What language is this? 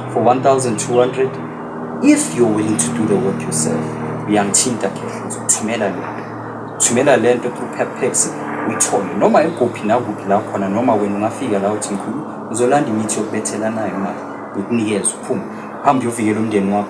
Zulu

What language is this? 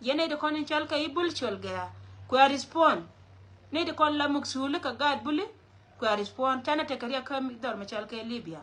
Nuer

